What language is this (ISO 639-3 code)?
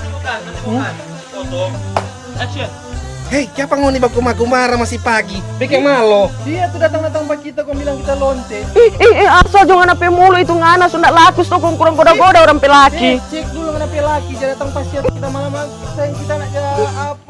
xmm